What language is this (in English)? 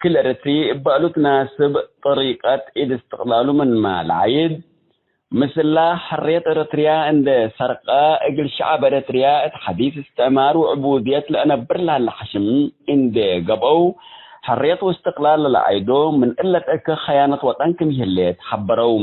Tigre